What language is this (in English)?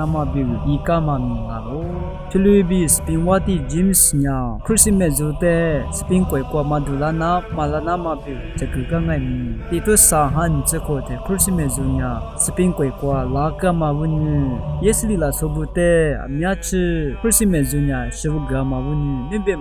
Lisu